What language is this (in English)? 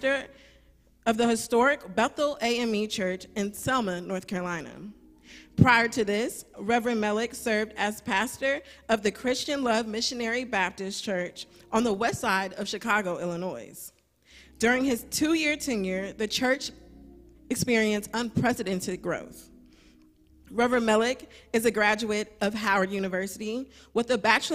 English